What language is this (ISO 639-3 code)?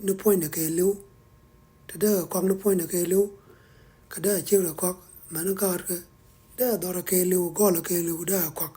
nus